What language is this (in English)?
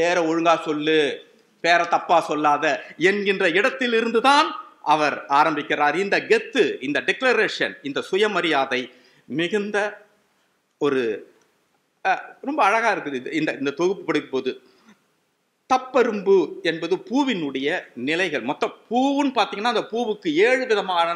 Tamil